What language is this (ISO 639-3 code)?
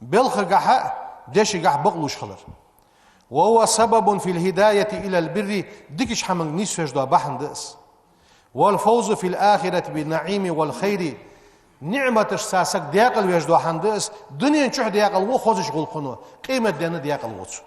inh